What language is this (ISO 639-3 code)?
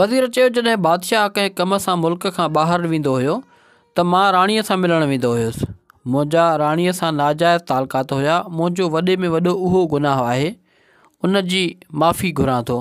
snd